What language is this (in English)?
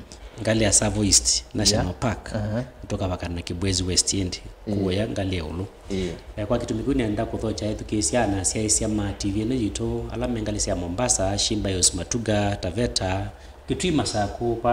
Kamba